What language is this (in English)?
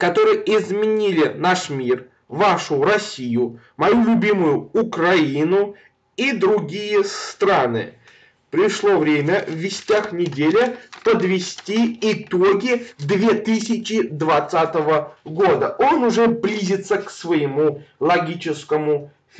Russian